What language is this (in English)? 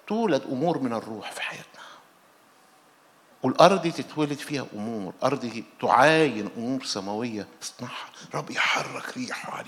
Arabic